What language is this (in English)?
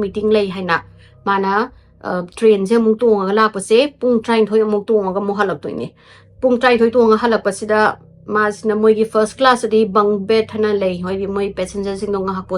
Manipuri